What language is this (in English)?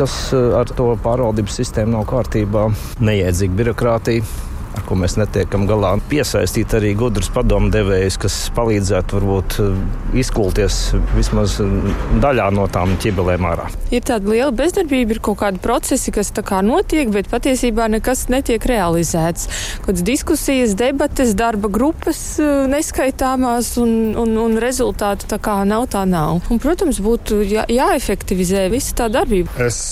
Latvian